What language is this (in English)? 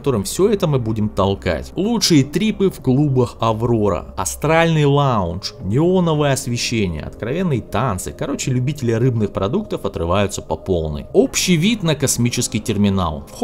Russian